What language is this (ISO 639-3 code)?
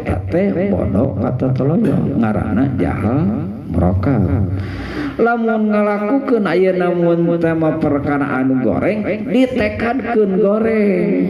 sun